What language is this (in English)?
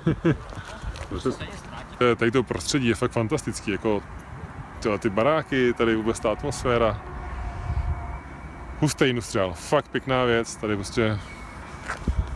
Czech